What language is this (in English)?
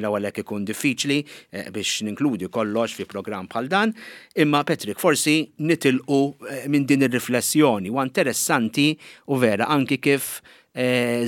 Maltese